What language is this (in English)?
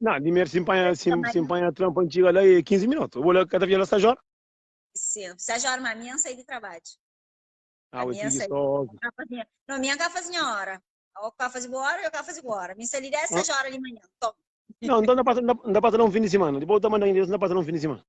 Kabuverdianu